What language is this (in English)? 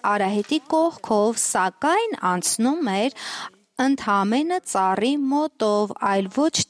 Armenian